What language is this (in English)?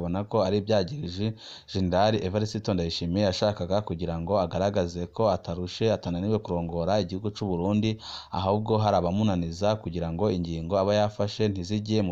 Rundi